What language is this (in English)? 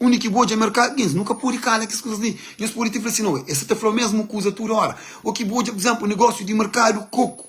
Kabuverdianu